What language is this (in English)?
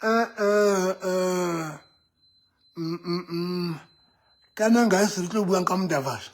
Southern Sotho